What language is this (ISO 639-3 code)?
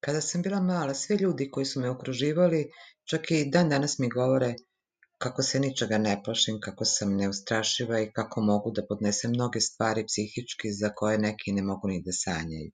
srp